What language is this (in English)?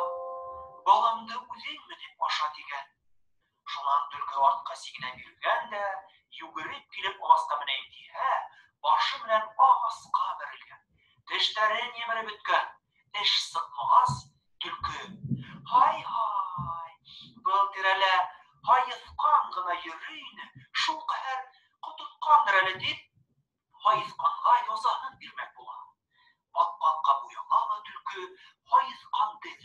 Bashkir